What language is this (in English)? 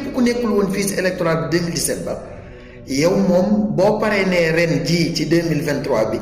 Wolof